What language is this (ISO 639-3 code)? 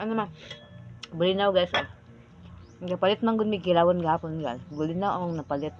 ceb